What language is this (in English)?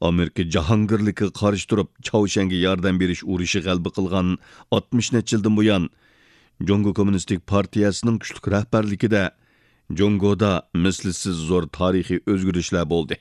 Uyghur